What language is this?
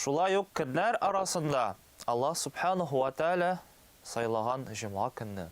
Tatar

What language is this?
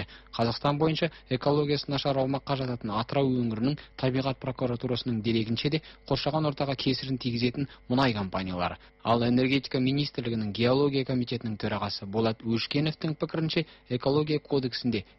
Kazakh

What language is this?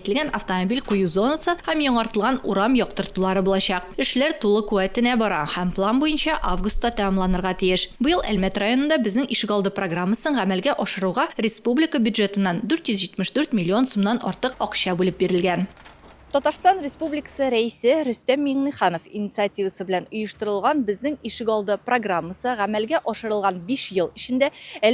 Tatar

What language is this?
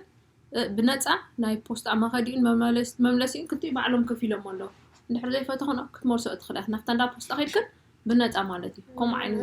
Tigrinya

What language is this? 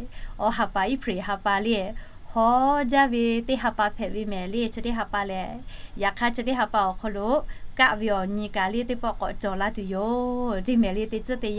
Lahu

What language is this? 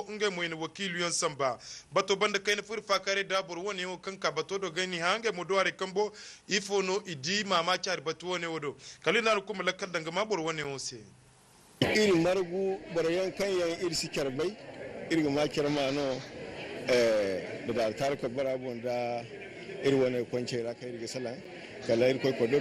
Zarma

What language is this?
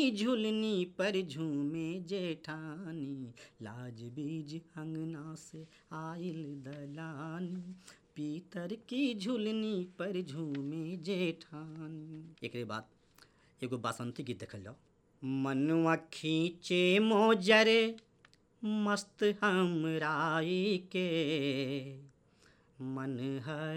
Bhojpuri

